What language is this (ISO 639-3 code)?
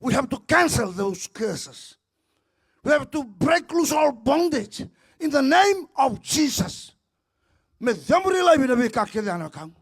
fij